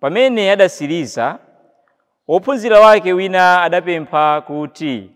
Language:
Nyanja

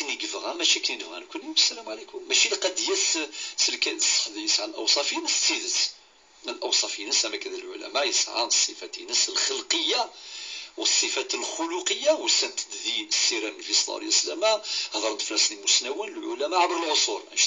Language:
Kabyle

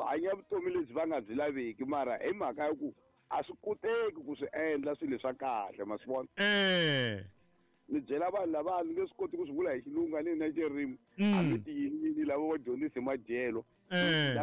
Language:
Tsonga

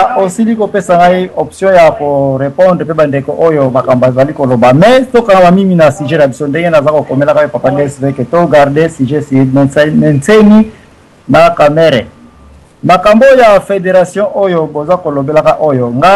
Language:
Lingala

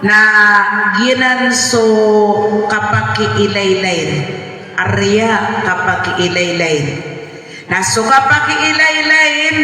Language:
Maranao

